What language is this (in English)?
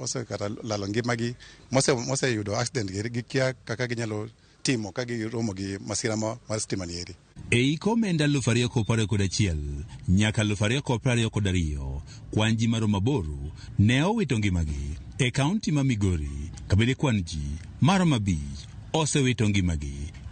Luo (Kenya and Tanzania)